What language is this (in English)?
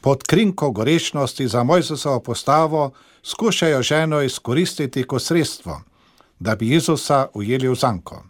Slovenian